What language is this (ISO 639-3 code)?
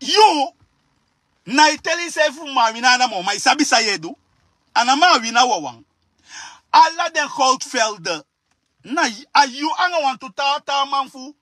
srn